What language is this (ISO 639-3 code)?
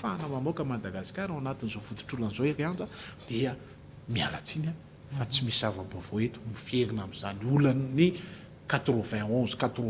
mlg